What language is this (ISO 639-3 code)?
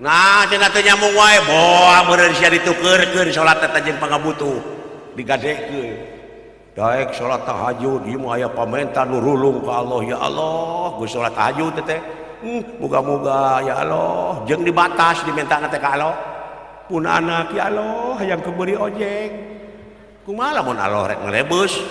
sun